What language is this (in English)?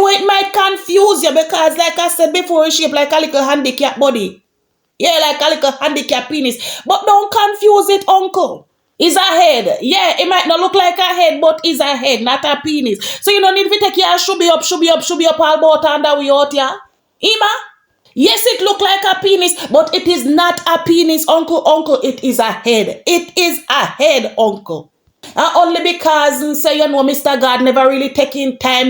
Jamaican Creole English